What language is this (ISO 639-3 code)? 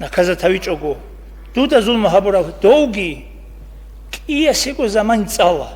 ava